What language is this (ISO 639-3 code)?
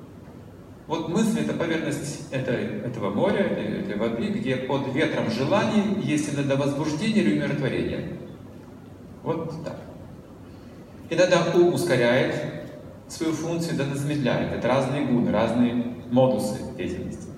rus